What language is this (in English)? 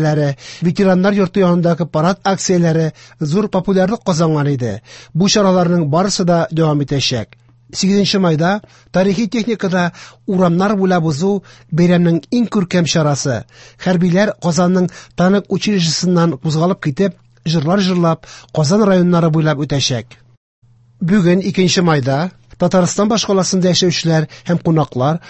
Tatar